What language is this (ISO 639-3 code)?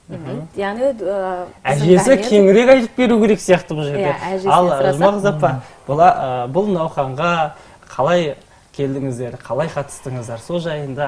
kaz